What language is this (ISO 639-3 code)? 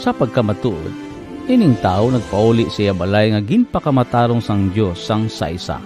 hil